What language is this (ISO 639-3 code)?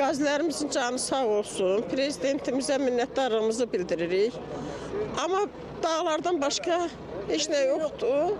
aze